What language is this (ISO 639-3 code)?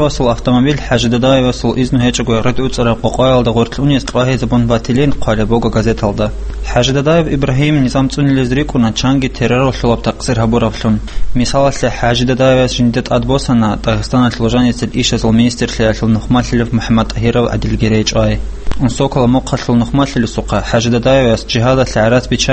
ava